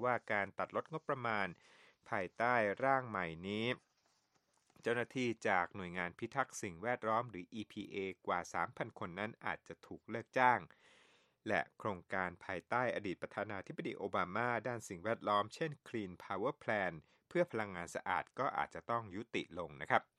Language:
Thai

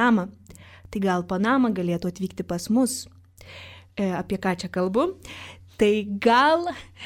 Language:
Lithuanian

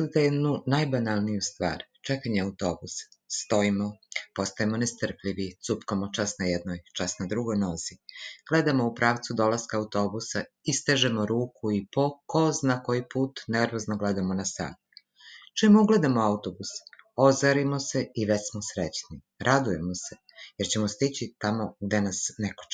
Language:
Serbian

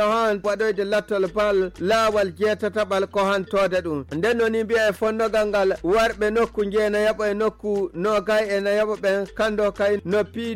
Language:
Fula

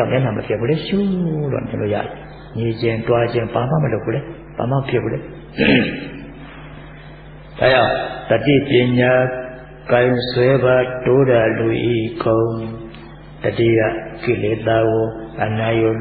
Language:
Burmese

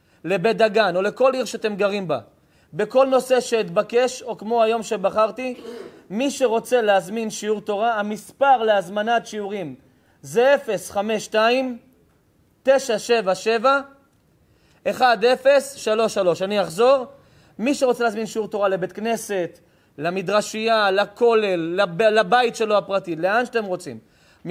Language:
Hebrew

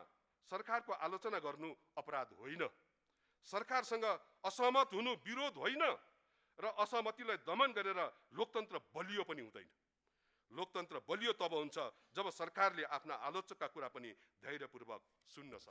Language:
Nepali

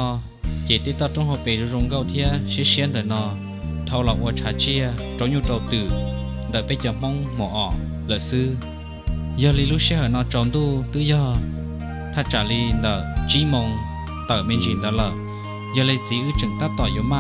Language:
Hmong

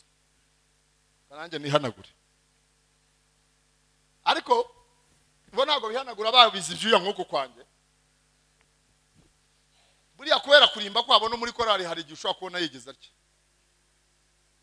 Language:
Kinyarwanda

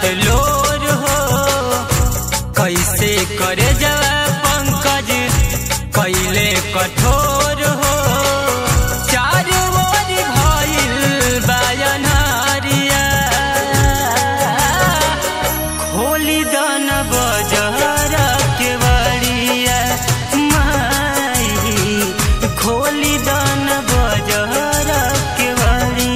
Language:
Bhojpuri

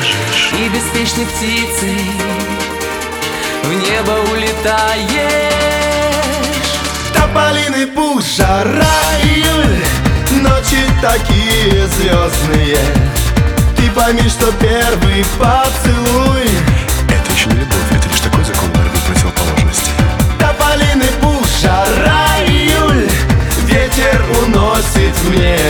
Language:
Russian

